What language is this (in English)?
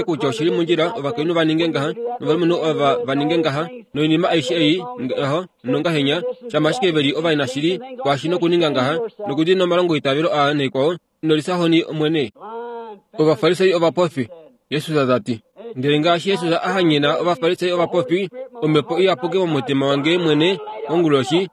Kuanyama